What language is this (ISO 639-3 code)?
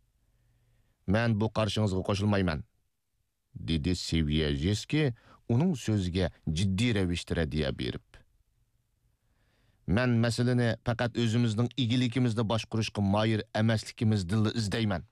uig